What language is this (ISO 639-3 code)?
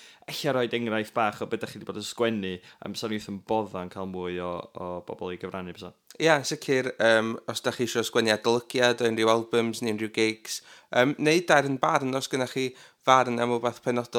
cym